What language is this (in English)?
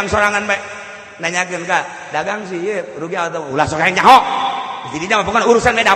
Sundanese